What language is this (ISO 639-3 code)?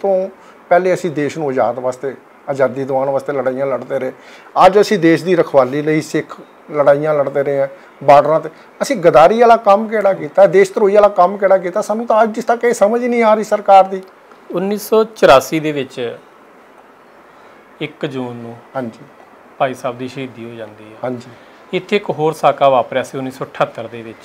pan